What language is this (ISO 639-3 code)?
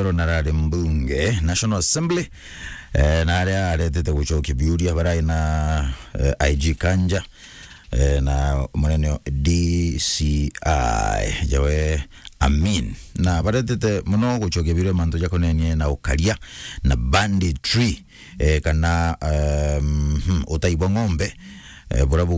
mer